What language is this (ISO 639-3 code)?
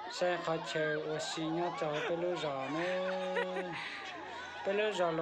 hmn